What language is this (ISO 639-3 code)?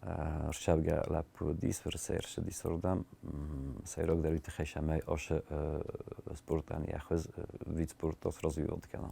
oss